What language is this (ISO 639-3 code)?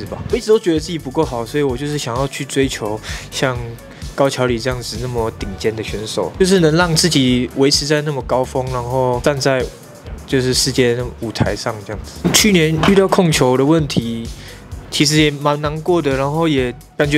zho